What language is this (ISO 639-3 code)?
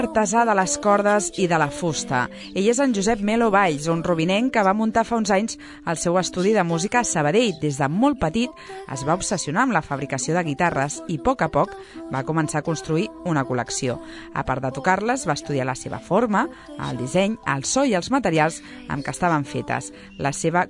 cat